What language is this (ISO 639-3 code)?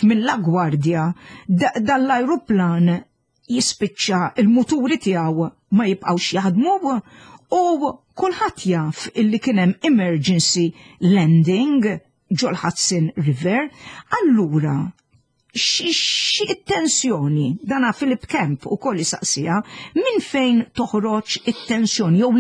mlt